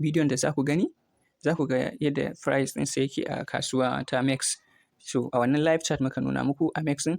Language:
Hausa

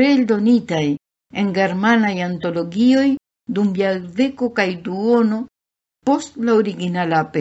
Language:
Esperanto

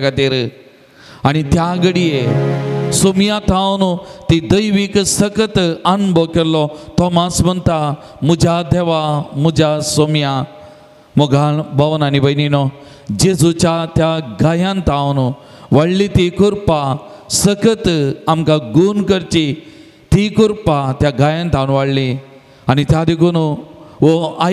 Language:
Konkani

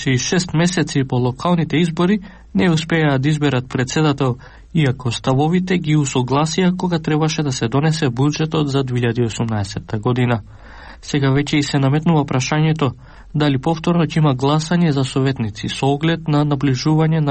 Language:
Macedonian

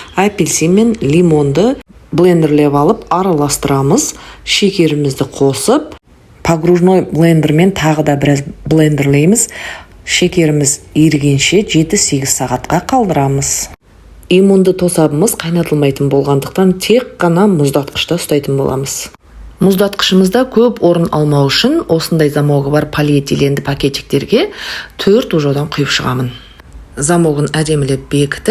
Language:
Kazakh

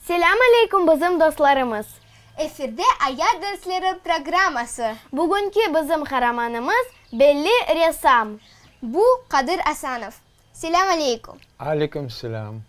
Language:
Crimean Tatar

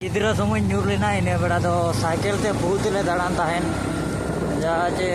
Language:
Santali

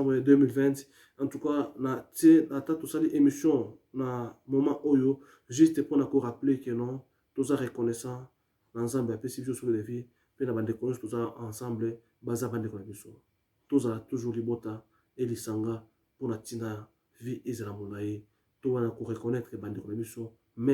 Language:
Lingala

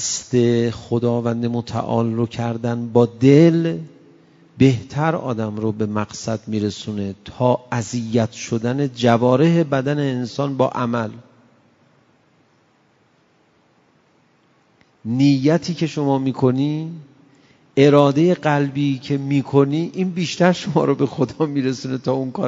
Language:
Persian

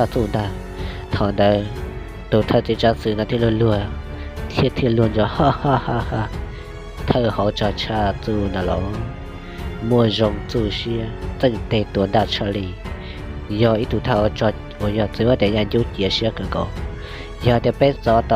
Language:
Hmong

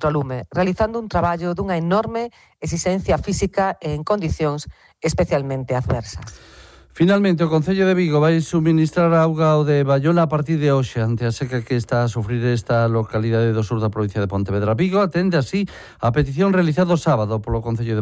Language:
Galician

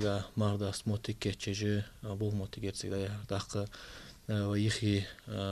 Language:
Ingush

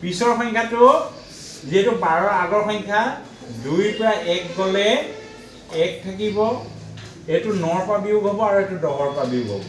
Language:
Assamese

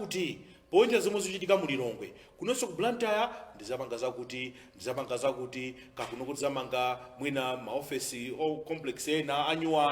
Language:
Nyanja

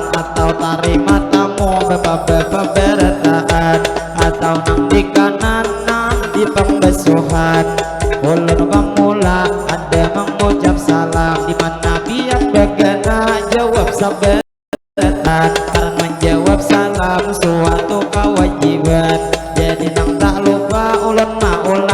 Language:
Banjar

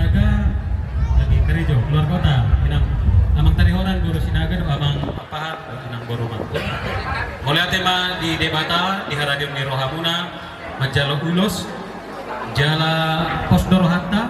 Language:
Batak Toba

